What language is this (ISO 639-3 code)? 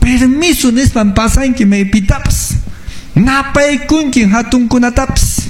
que